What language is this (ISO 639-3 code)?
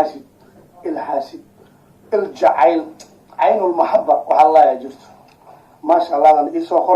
som